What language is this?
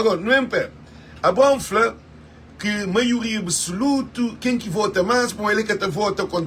Kabuverdianu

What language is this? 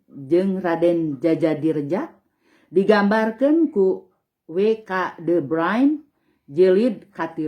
Sundanese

